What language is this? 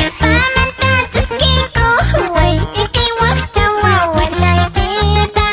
Quechua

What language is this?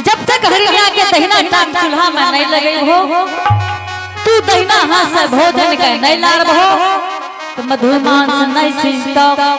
Angika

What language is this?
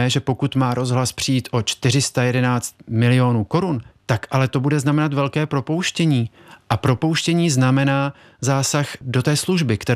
Czech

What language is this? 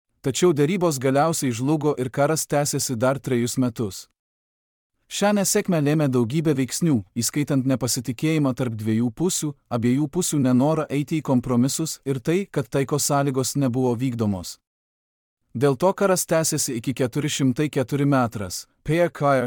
Lithuanian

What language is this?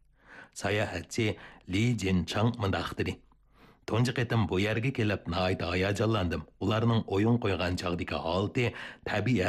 Uyghur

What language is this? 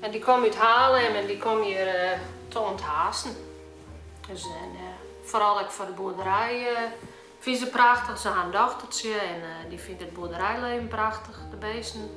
Western Frisian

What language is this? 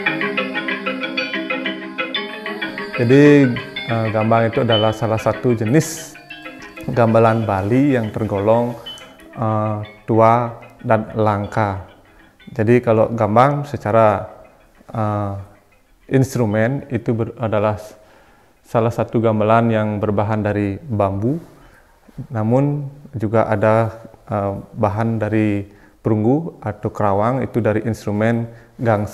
Indonesian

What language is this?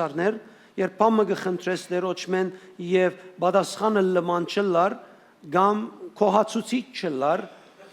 Western Armenian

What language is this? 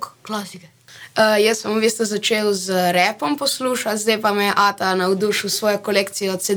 Slovenian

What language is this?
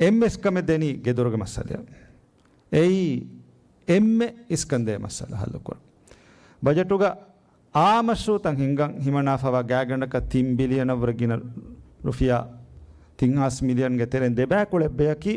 Divehi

